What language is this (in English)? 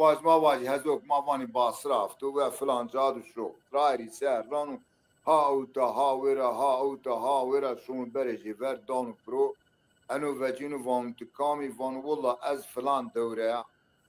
Zaza